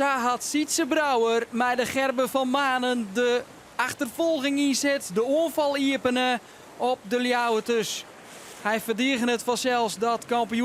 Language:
Western Frisian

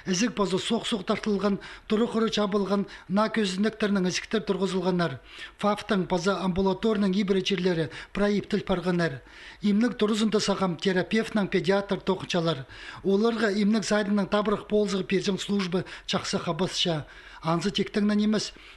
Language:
Khakas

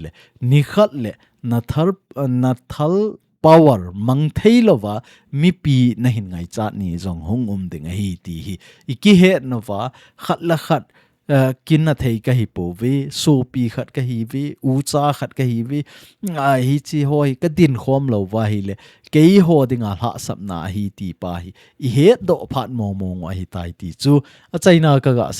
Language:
Thado Chin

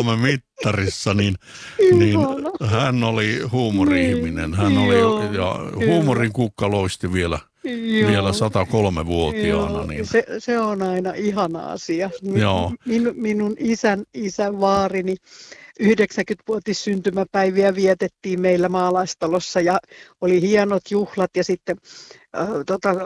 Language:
Finnish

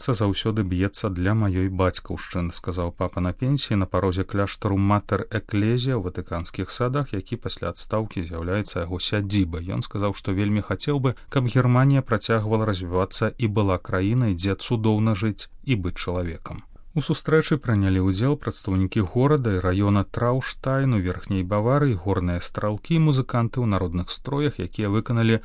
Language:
Belarusian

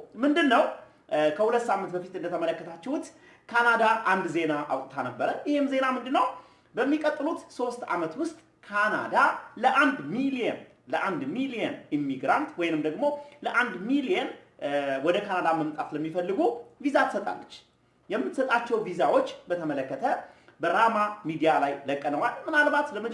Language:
Amharic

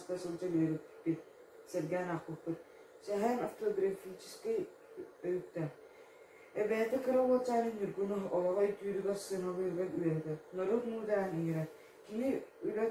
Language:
Yakut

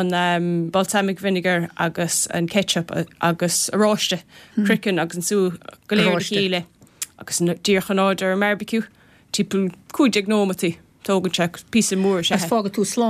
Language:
Irish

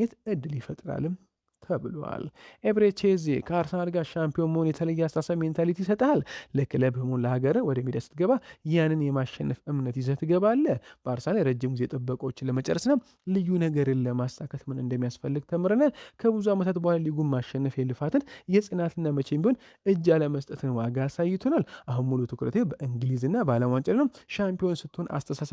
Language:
Amharic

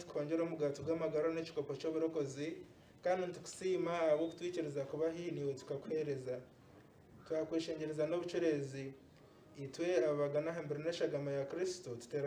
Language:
Nyankole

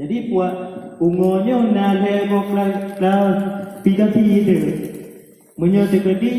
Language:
Achinese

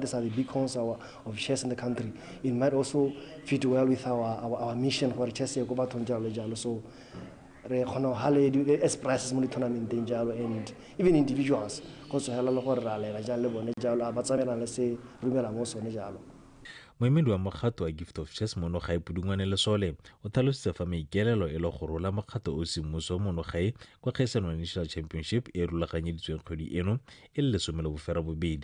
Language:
Tswana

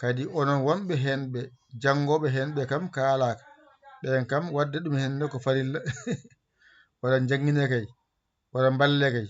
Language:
Fula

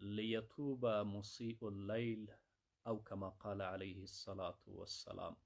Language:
Pashto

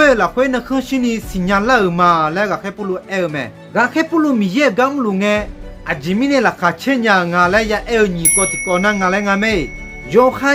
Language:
Akha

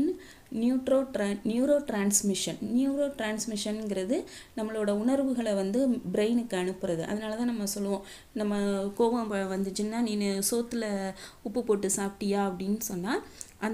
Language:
Tamil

